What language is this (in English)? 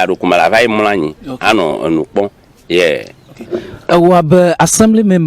Ewe